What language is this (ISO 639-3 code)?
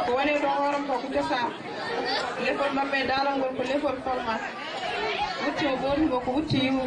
ful